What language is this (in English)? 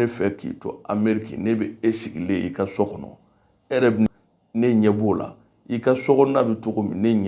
Bambara